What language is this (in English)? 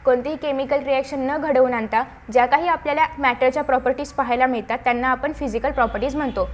Marathi